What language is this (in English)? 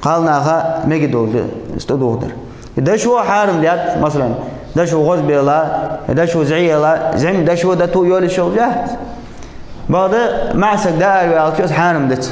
Ingush